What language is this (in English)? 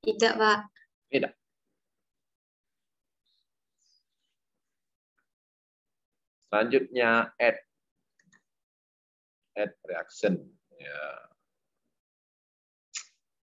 Indonesian